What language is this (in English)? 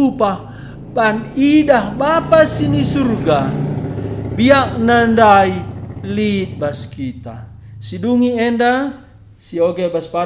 Batak Karo